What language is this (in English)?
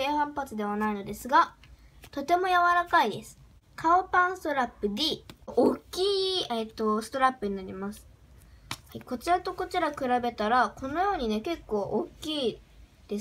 Japanese